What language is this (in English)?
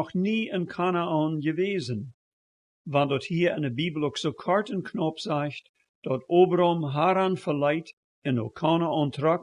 Plautdietsch